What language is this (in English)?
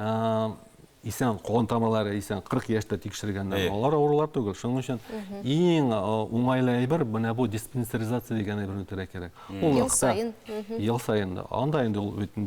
Tatar